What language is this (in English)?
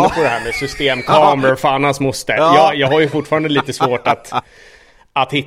Swedish